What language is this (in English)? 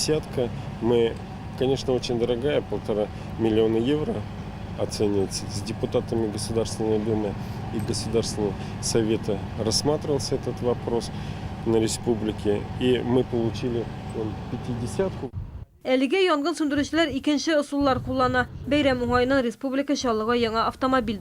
Tatar